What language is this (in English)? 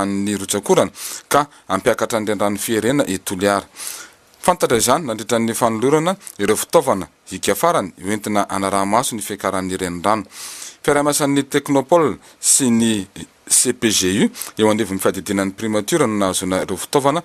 Malagasy